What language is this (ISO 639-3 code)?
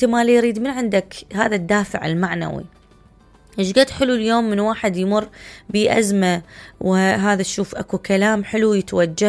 acm